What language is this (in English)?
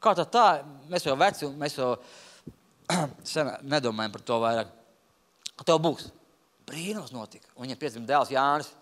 Latvian